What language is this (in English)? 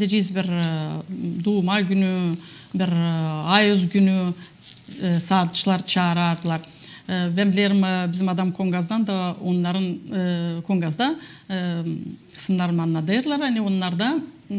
Gagauz